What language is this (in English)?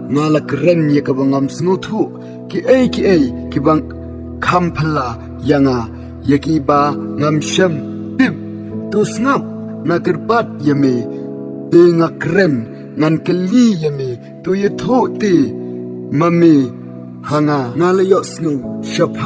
Khasi